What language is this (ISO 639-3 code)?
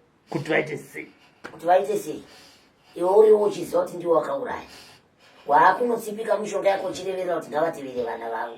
sna